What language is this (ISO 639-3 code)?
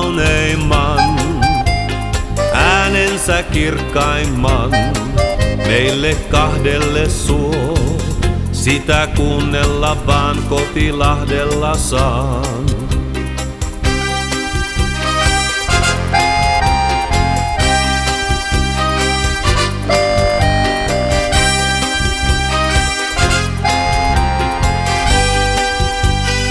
fin